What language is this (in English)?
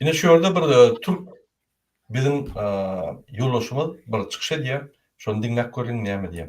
Turkmen